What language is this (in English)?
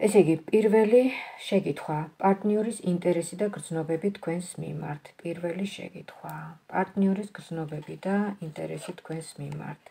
Georgian